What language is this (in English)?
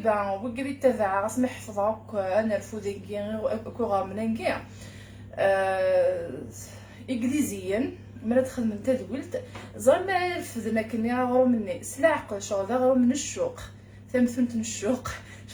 Kabyle